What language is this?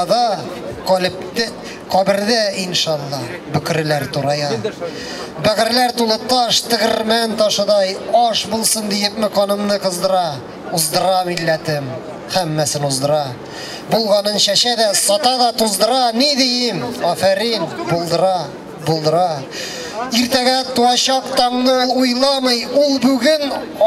Tatar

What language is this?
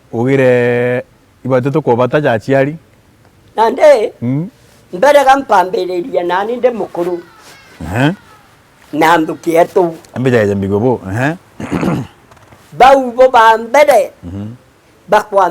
Meru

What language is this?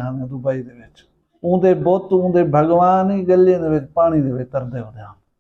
Saraiki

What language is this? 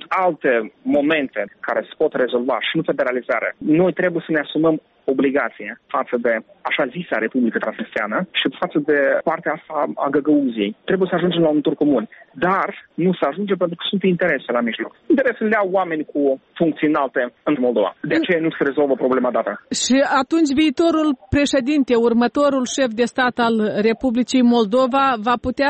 Romanian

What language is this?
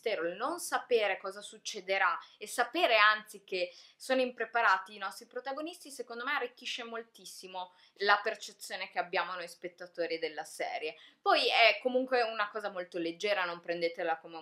Italian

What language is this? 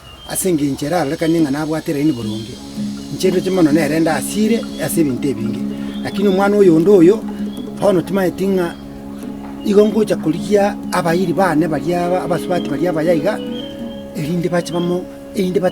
Gusii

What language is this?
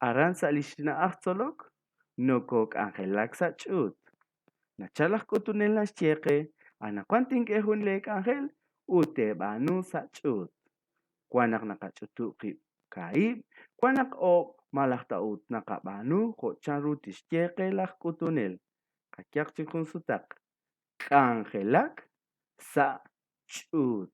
Kekchí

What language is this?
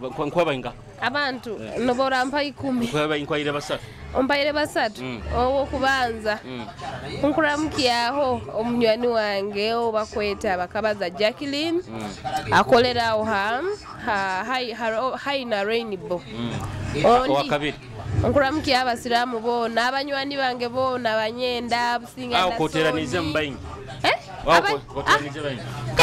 Nyoro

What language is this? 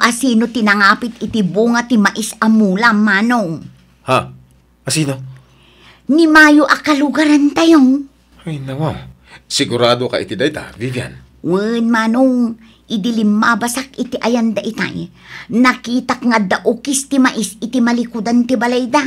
Iloko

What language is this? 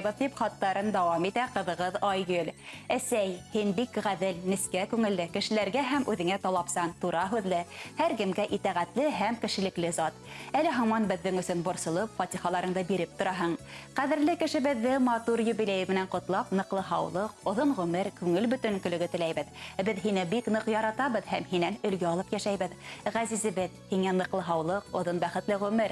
Bashkir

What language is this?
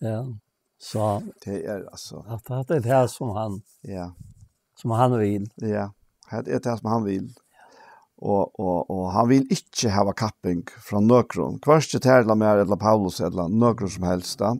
Faroese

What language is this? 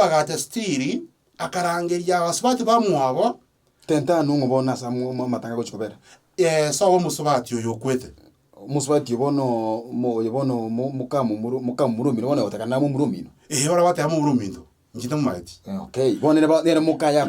Gusii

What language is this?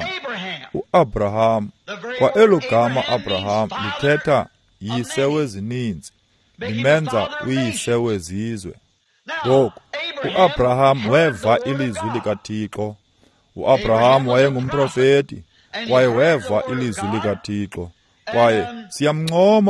Xhosa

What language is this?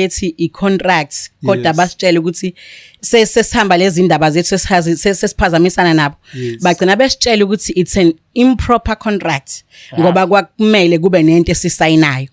Zulu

